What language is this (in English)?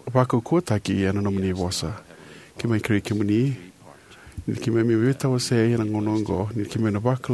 Fijian